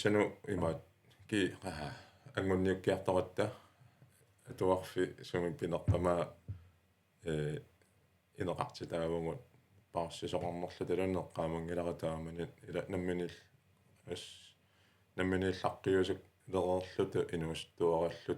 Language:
Kalaallisut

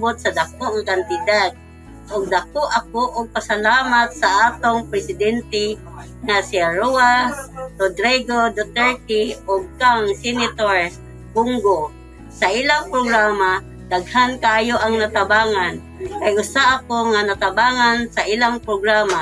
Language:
Cebuano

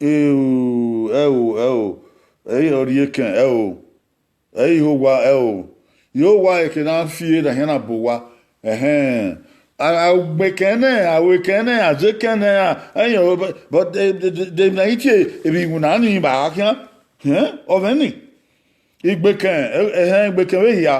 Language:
Bini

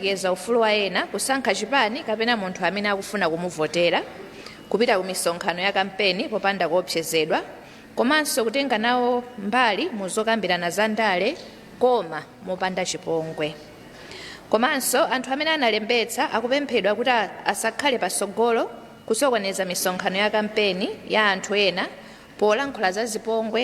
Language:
Nyanja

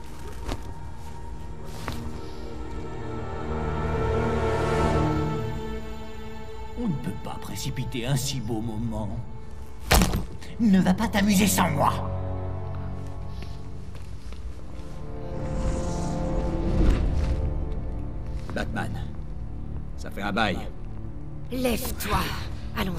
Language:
French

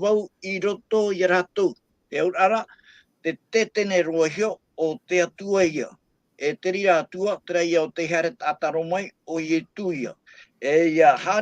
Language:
Tahitian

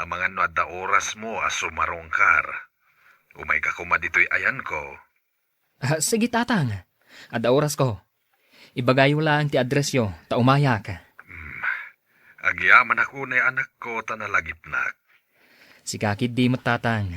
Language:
Iloko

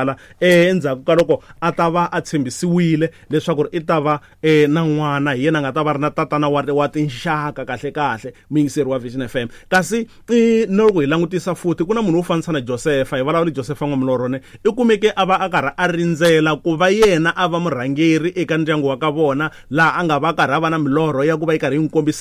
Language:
Tsonga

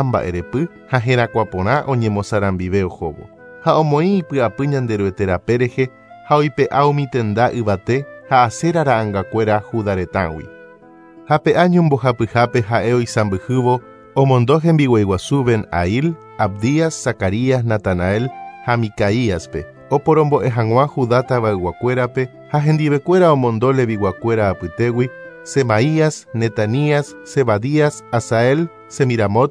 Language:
Guarani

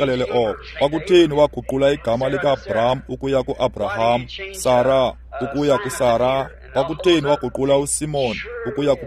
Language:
Xhosa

